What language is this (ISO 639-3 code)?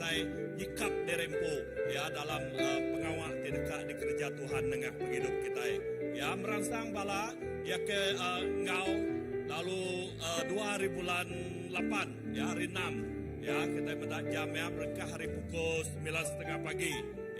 iba